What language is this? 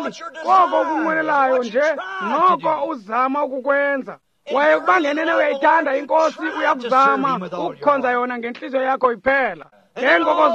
Xhosa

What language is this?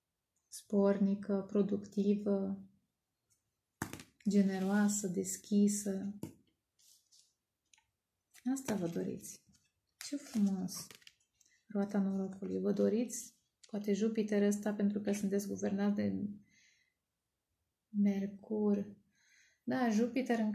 Romanian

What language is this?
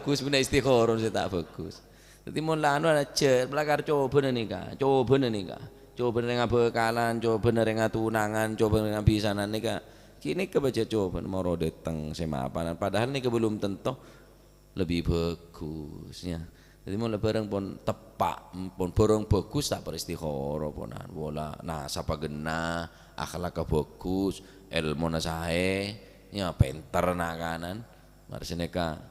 Madurese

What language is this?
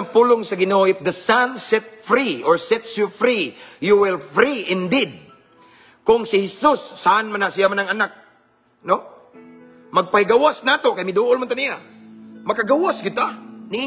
Cebuano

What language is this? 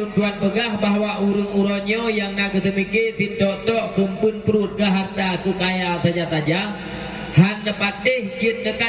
Achinese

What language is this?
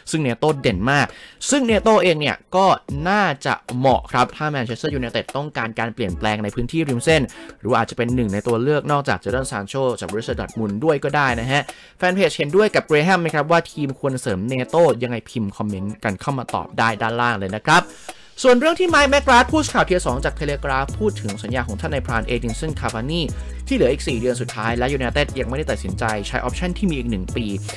Thai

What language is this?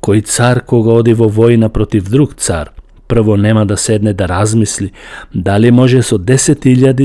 Macedonian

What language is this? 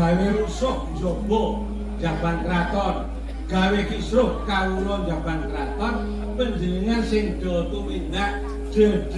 Javanese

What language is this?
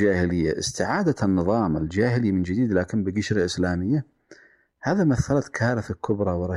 Arabic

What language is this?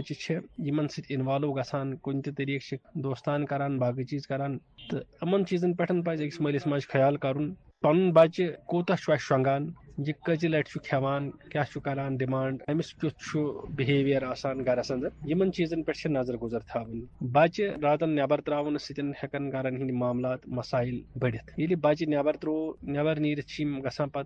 Kashmiri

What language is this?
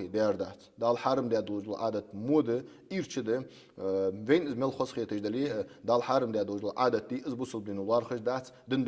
Ingush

